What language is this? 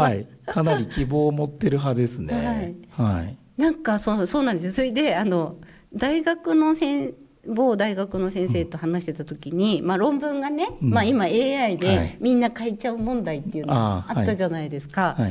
Japanese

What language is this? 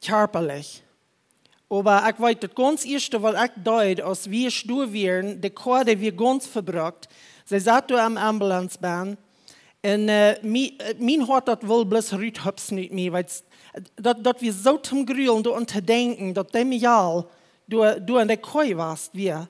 Plautdietsch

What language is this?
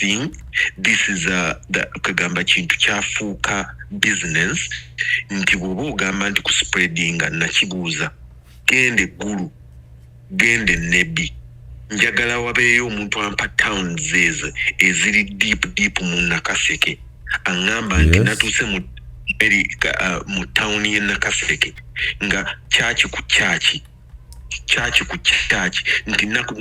Ganda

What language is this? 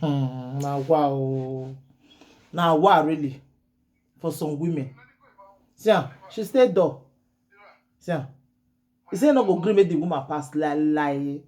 Nigerian Pidgin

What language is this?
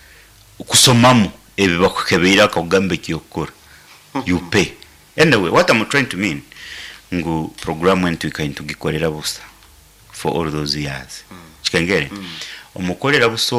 Nyoro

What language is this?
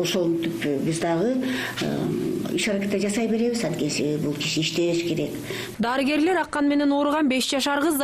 Kyrgyz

